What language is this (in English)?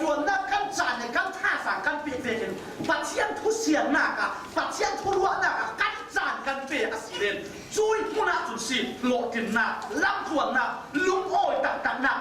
Falam Chin